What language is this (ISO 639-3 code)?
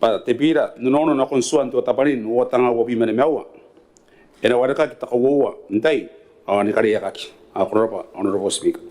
gil